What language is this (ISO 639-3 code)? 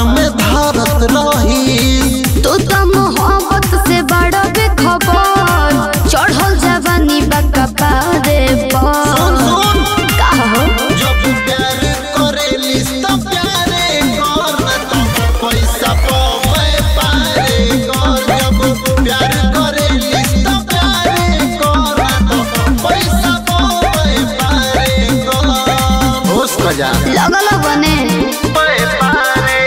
bho